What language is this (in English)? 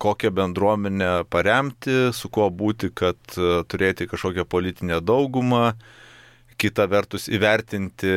Lithuanian